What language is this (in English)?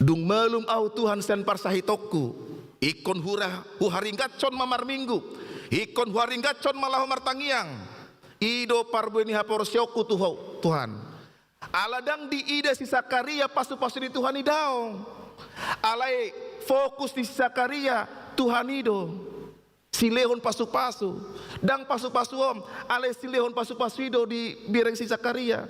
Batak Toba